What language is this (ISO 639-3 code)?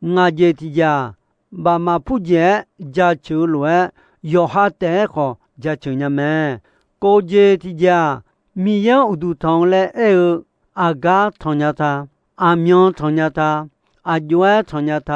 ahk